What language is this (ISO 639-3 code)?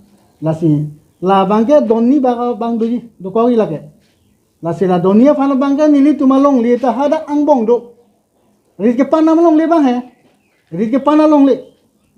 mjw